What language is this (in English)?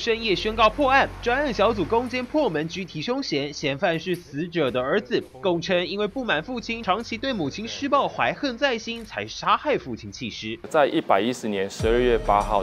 Chinese